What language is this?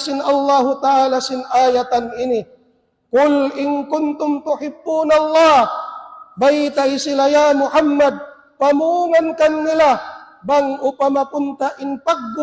Tausug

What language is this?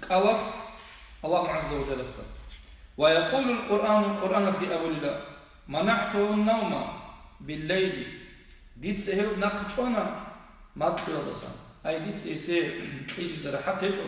Avaric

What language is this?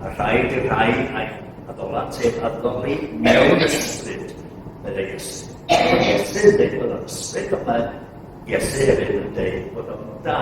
Welsh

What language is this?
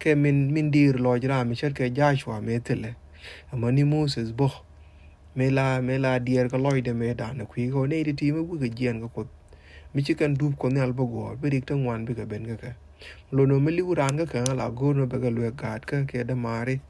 Nuer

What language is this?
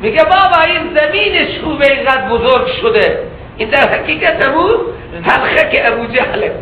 Persian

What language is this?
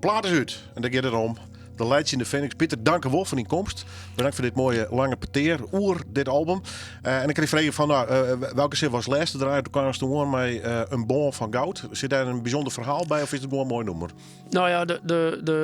Western Frisian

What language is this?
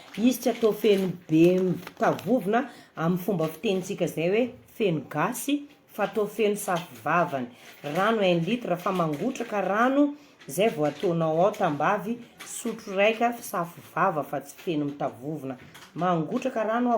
Malagasy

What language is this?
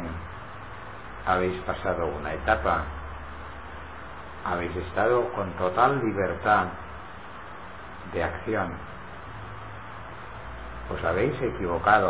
Spanish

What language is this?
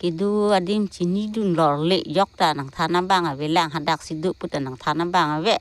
Karbi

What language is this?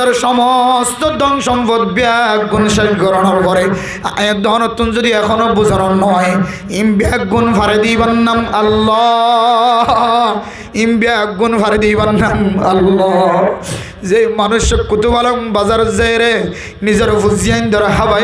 Rohingya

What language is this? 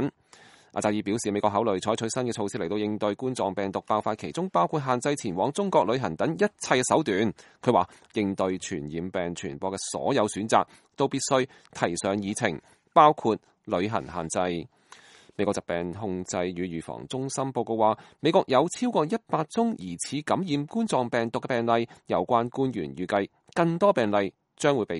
Cantonese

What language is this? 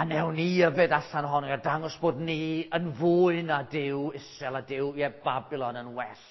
Welsh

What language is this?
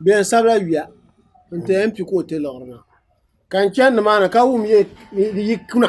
Dagbani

